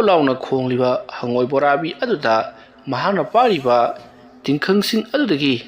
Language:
Manipuri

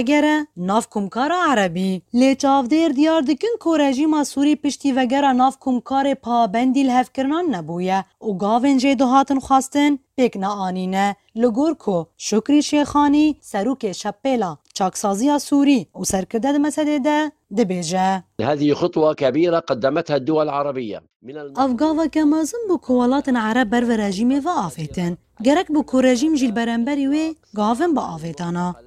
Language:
Kurdish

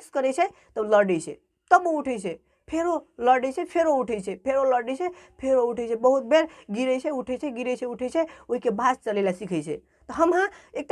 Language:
Maithili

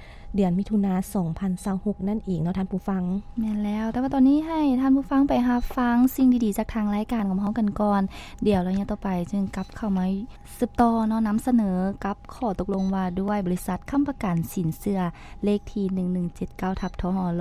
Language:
Lao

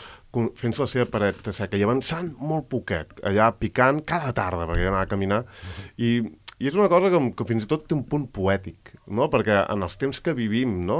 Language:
Catalan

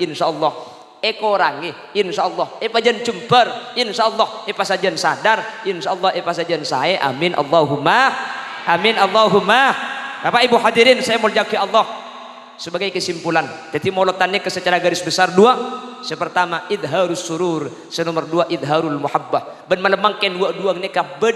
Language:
Madurese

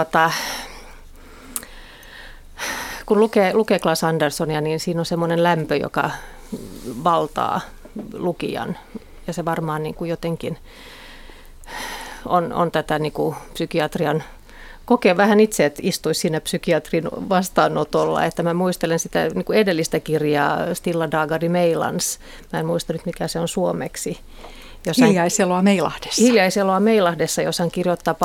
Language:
Finnish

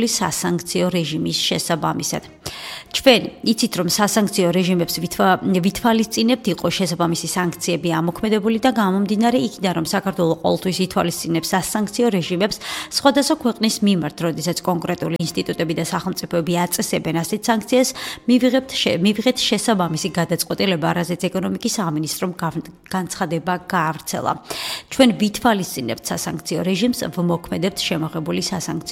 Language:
Georgian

